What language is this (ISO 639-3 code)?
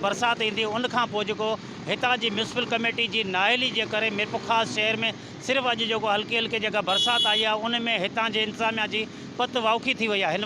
snd